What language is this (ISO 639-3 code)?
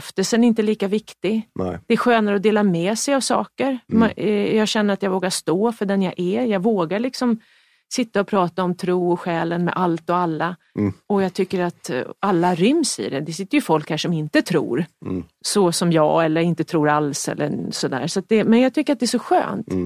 swe